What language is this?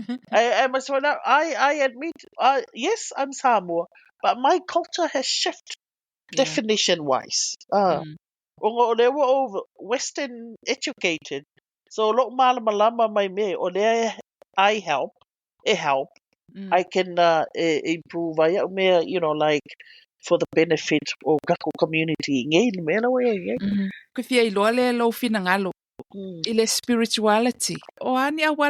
Samoan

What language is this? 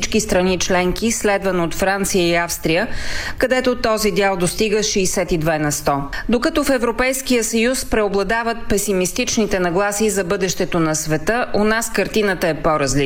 Bulgarian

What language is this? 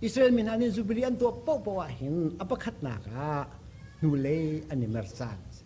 Hakha Chin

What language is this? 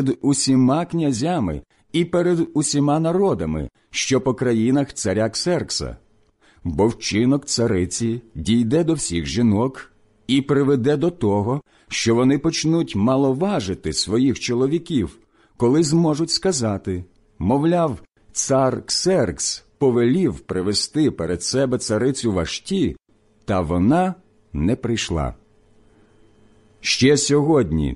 Ukrainian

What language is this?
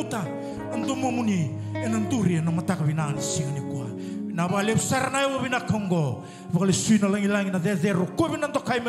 Fijian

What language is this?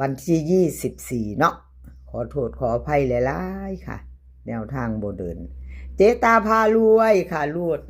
Northeastern Thai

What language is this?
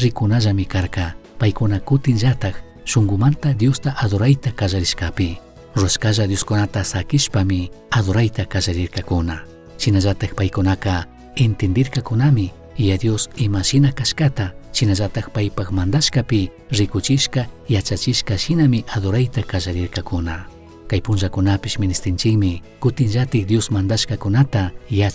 Chimborazo Highland Quichua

